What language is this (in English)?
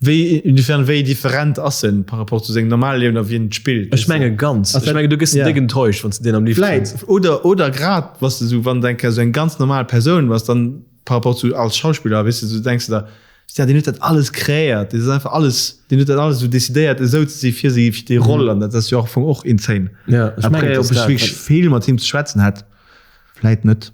Luxembourgish